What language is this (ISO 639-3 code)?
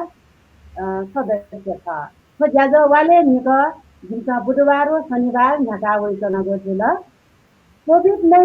new